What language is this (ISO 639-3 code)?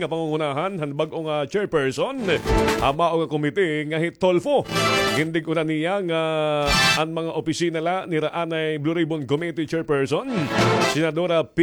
war